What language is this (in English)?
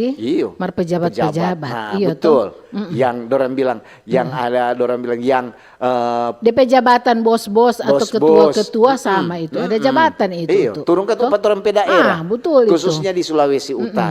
Manado Malay